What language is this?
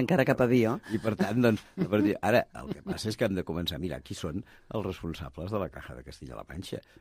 Catalan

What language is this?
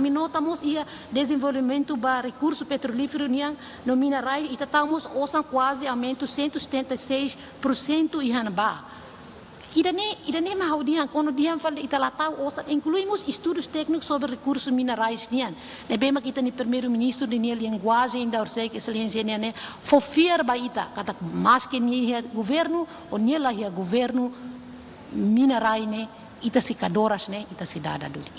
Tetum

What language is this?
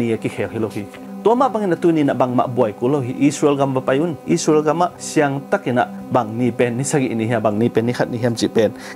Tedim Chin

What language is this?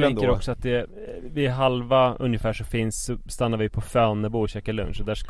Swedish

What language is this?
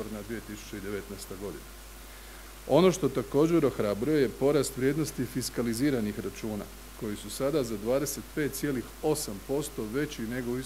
Croatian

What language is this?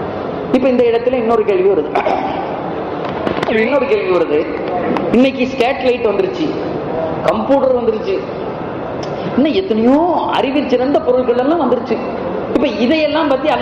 Tamil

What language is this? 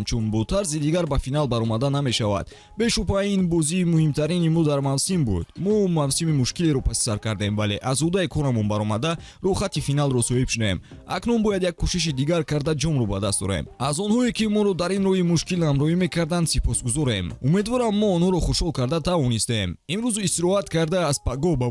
Tajik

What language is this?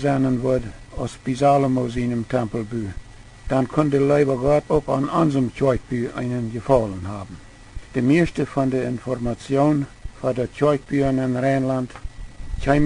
Plautdietsch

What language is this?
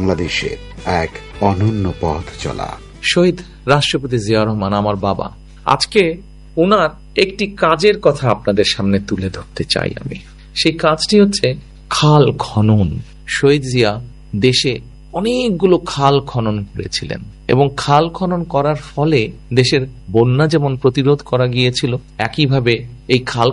Bangla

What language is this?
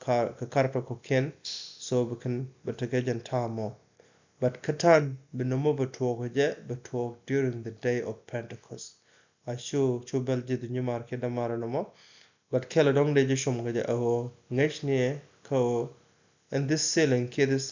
Nuer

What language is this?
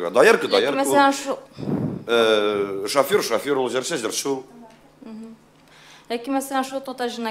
Tatar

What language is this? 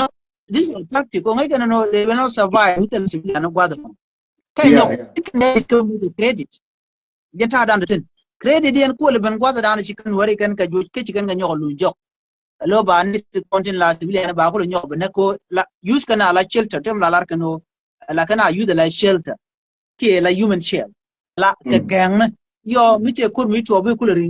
Nuer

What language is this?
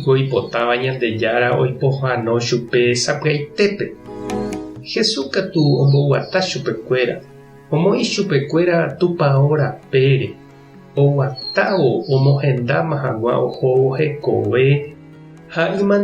Guarani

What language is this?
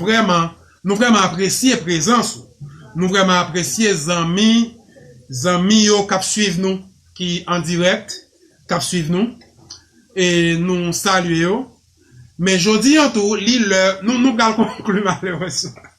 Haitian Creole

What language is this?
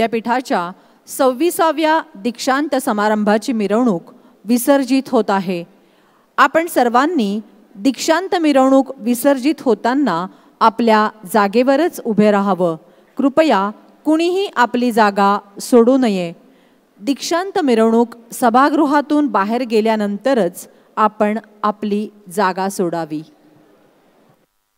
Marathi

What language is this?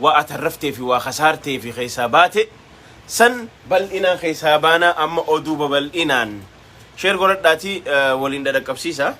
Oromo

